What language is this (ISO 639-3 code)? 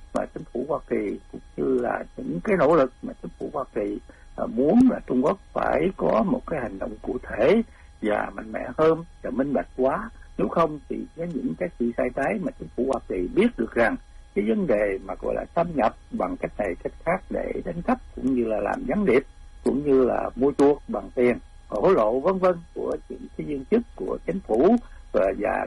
vie